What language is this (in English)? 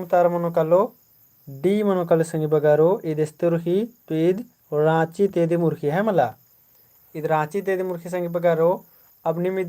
Kurukh